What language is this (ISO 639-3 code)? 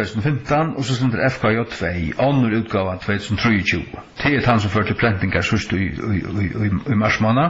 fao